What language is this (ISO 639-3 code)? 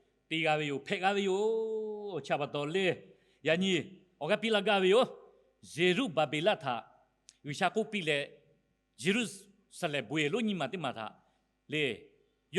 lhu